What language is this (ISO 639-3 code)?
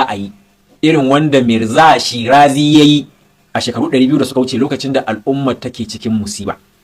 hau